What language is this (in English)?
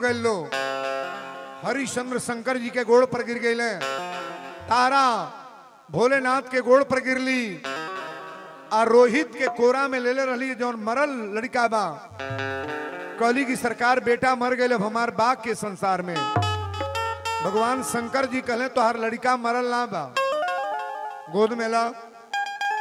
Bhojpuri